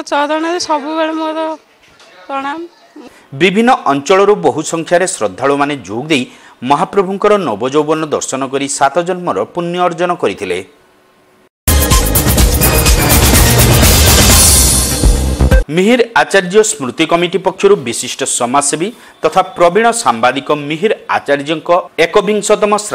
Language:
Odia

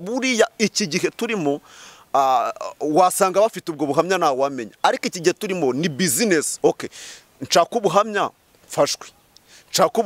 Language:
Kinyarwanda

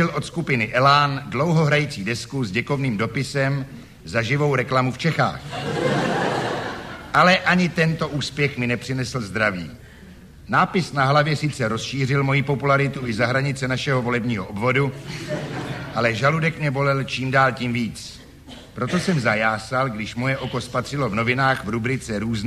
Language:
Czech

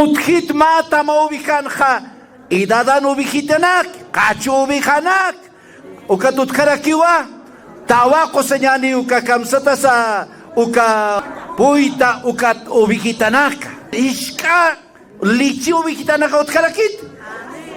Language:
Aymara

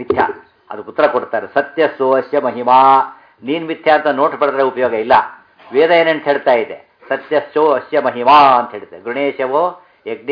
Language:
Kannada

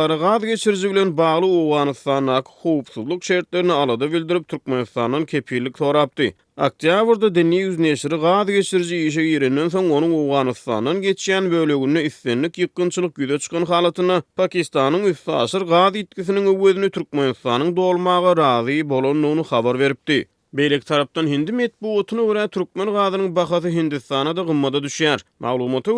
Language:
Turkmen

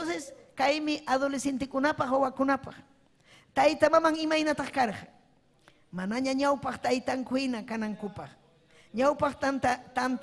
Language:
Ayacucho Quechua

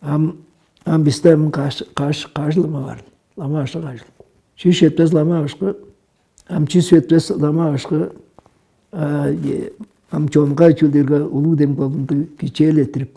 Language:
Tuvinian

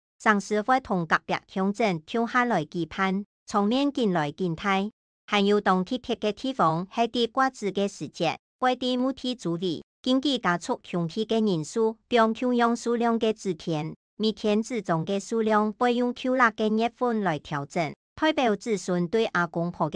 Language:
Hakka Chinese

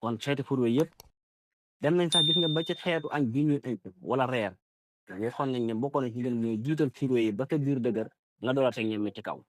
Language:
Wolof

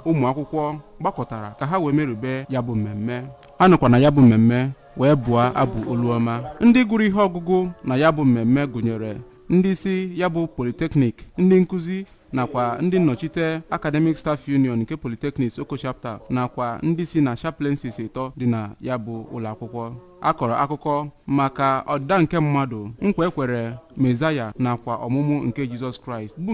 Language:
Igbo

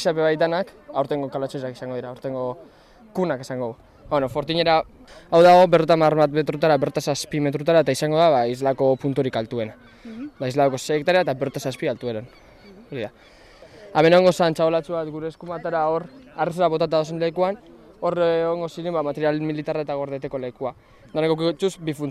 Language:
Basque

